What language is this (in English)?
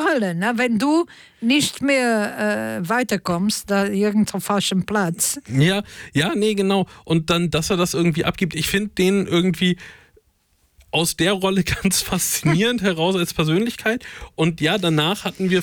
German